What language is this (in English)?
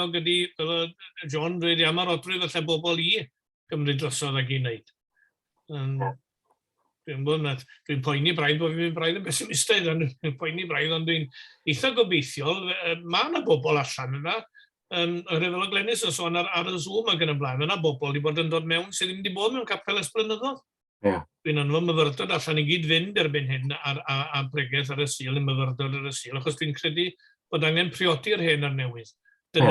Welsh